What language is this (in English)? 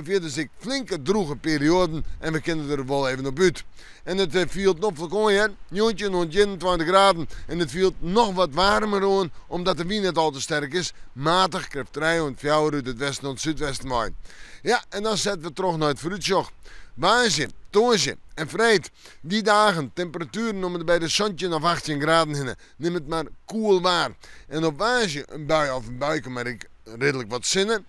Western Frisian